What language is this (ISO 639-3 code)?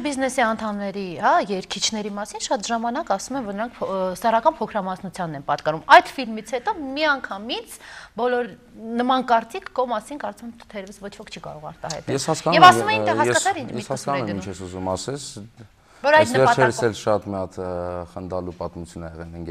hye